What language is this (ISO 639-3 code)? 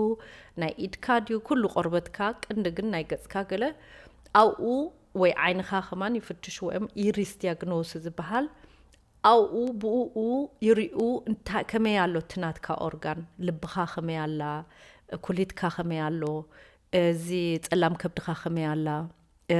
tir